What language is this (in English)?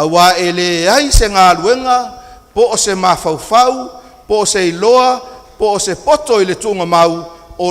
Samoan